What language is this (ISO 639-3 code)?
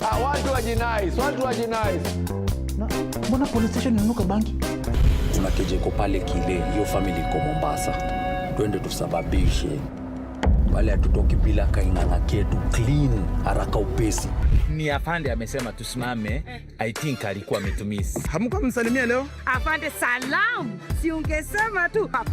mer